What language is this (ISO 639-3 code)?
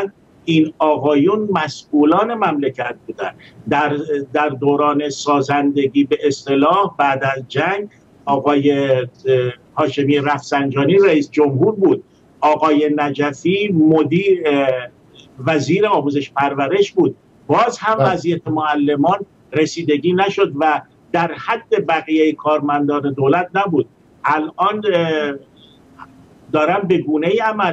fas